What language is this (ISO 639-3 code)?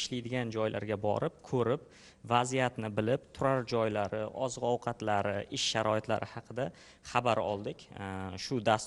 uzb